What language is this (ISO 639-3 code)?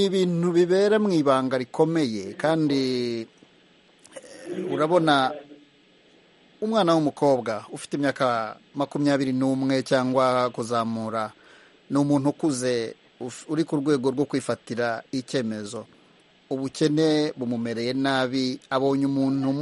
kin